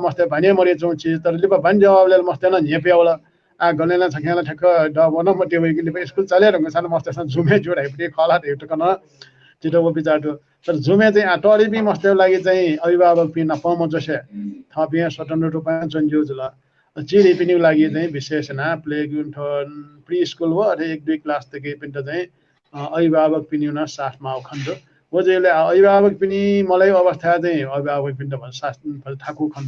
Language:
Newari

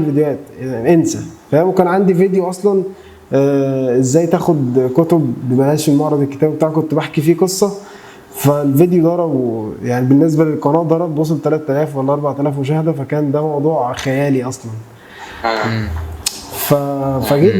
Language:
Egyptian Arabic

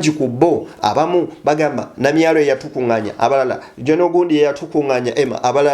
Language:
Ganda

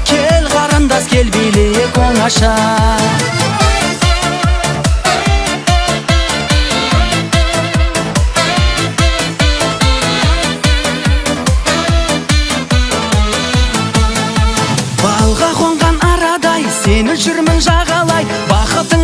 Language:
Kazakh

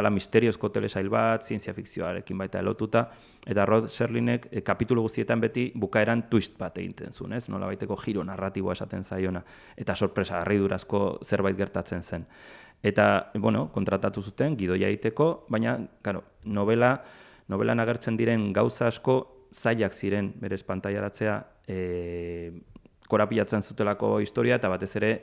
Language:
Basque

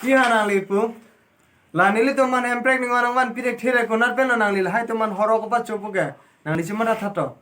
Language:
Karbi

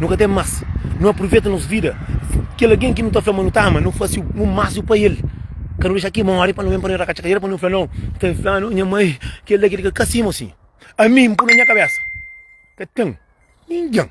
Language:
Kabuverdianu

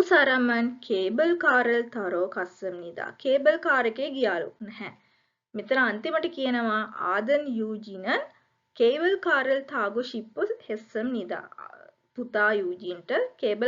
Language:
Sinhala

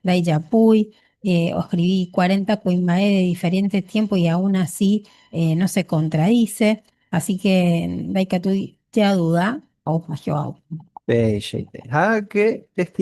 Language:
Guarani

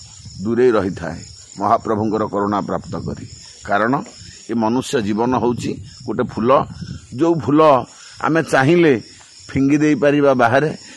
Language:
Odia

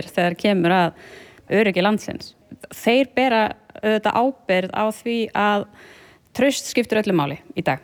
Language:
Icelandic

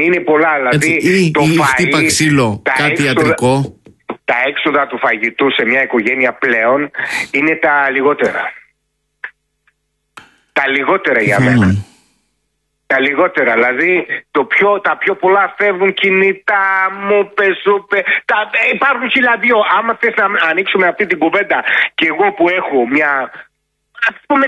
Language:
Greek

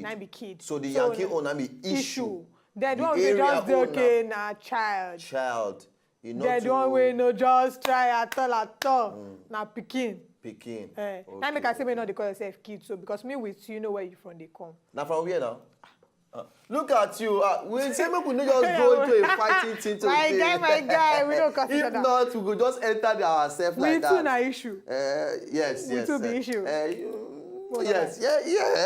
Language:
Nigerian Pidgin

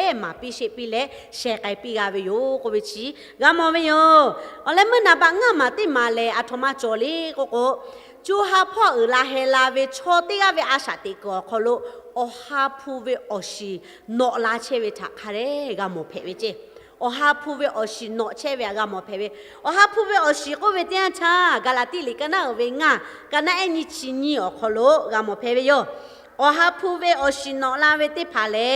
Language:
Lahu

